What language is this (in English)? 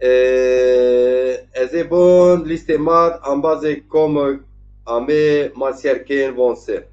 Zaza